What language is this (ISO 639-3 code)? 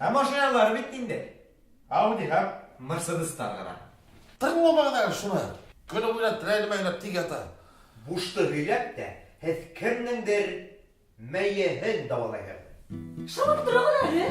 bak